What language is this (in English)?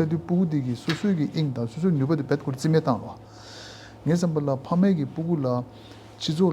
Tibetan